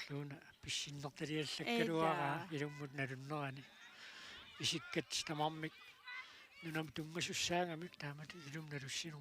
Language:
Kalaallisut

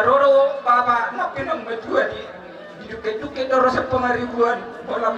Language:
Batak Toba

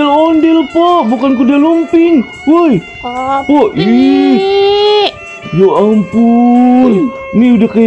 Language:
Betawi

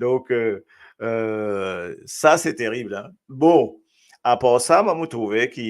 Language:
Morisyen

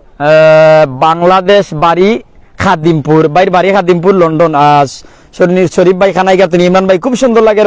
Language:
Sylheti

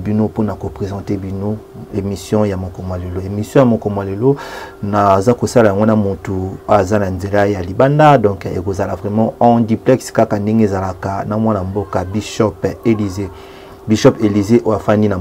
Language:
Lingala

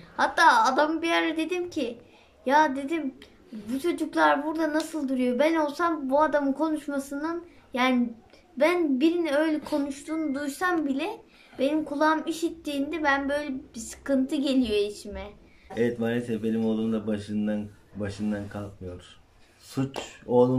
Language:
Turkish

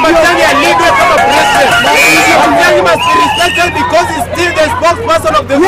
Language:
Gusii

